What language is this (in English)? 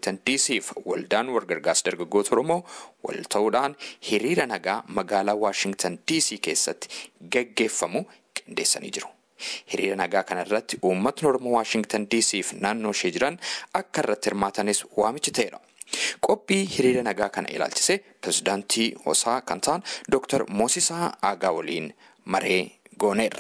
Oromo